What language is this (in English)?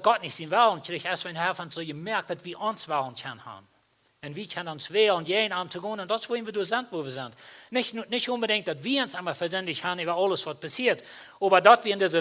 Plautdietsch